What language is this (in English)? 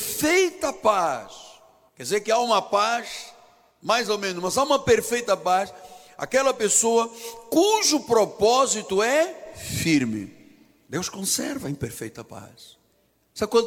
Portuguese